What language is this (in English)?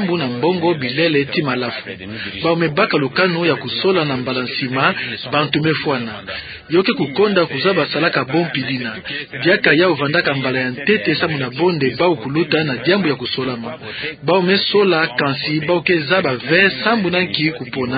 Kituba (Democratic Republic of Congo)